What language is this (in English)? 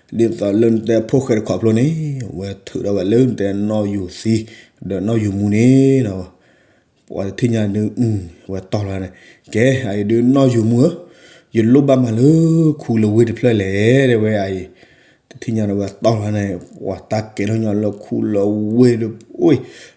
S'gaw Karen